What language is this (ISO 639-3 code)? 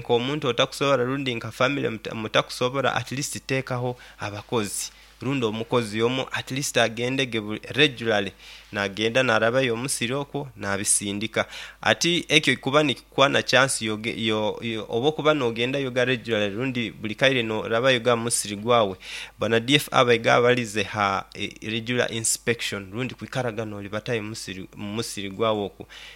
nyo